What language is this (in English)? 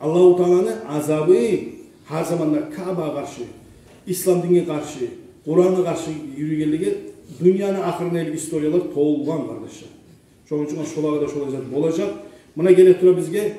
Kumyk